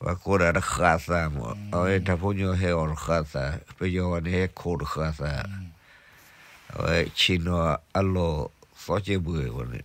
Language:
S'gaw Karen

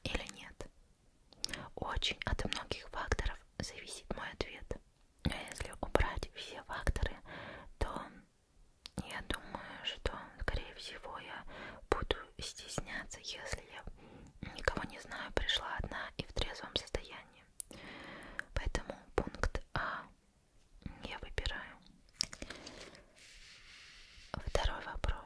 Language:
Russian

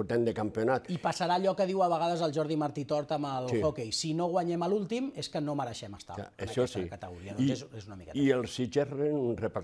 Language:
Catalan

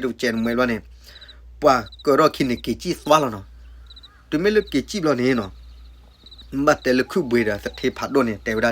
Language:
S'gaw Karen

